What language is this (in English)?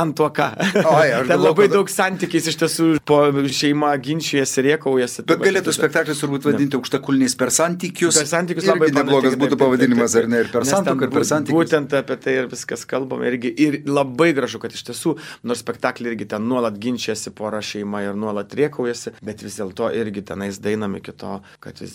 Lithuanian